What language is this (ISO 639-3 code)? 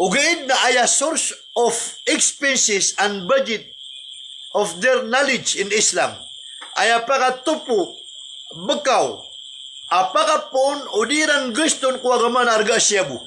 mrw